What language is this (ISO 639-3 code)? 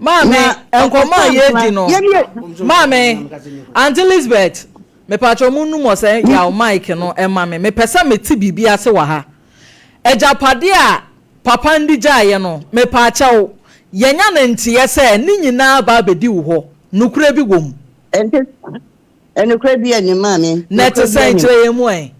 aka